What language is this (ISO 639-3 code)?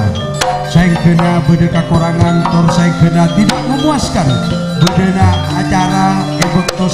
mad